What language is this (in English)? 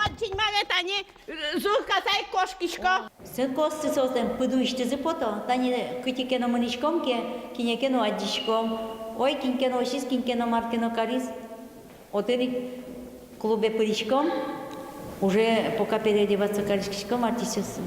Udmurt